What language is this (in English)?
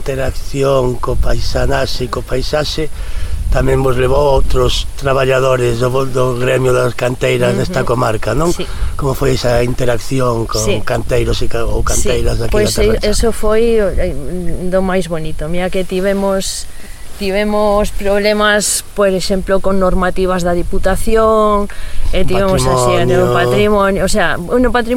Galician